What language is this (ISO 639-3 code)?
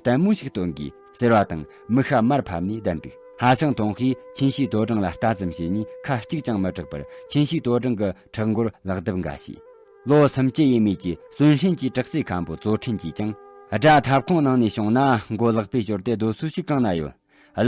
bod